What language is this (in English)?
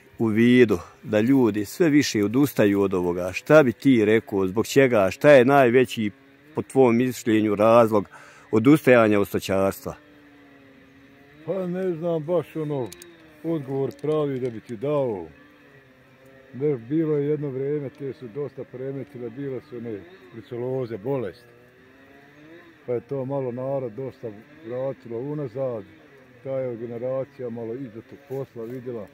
Bosnian